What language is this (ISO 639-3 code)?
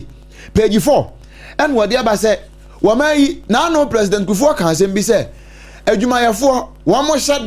aka